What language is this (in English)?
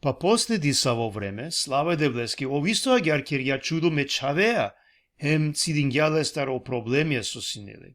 Balkan Romani